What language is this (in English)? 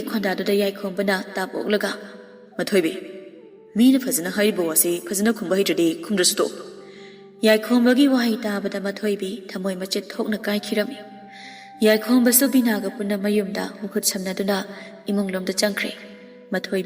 Manipuri